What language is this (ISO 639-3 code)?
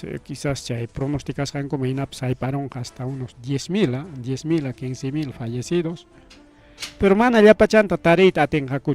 quy